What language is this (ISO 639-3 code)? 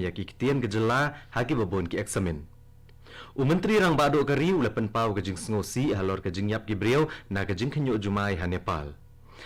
kha